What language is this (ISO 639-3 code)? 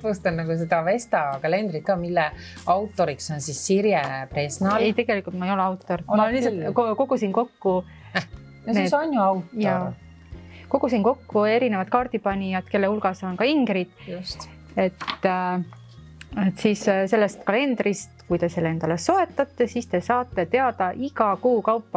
est